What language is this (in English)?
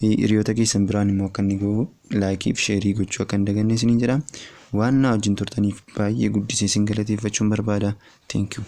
Oromo